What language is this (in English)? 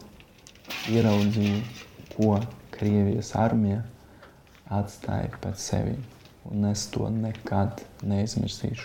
Latvian